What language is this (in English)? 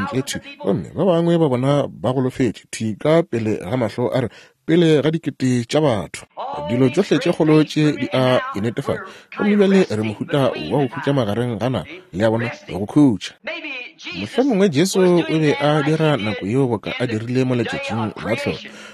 Northern Sotho